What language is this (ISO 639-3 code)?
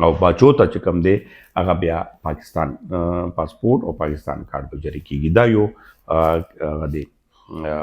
pus